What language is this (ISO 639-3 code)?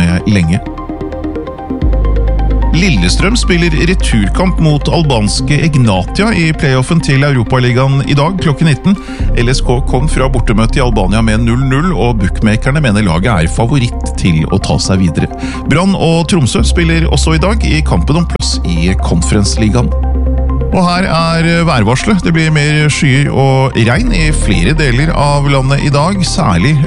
nor